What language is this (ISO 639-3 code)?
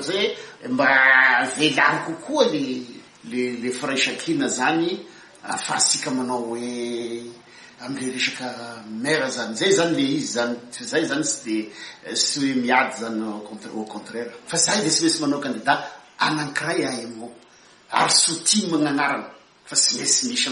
mlg